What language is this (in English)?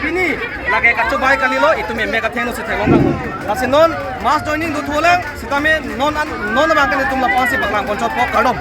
Karbi